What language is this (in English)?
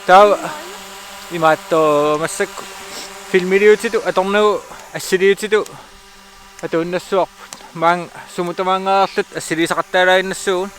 Kalaallisut